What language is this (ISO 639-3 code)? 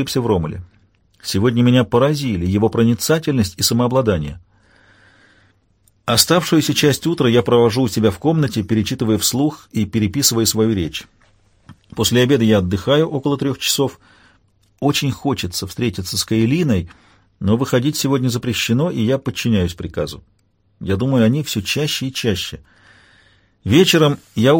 rus